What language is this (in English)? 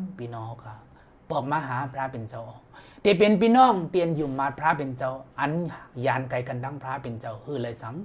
Shan